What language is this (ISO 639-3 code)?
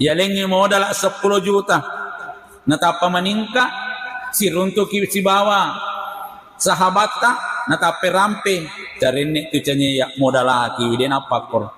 bug